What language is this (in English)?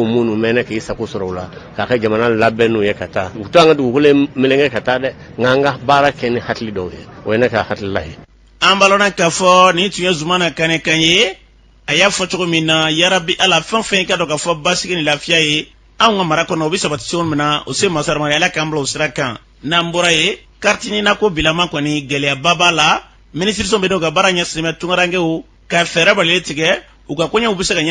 Bambara